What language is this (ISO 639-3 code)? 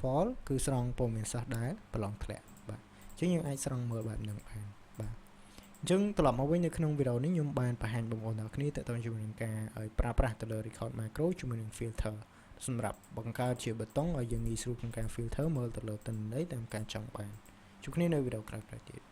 khm